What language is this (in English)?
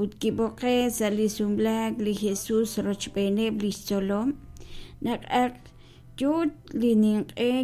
Kekchí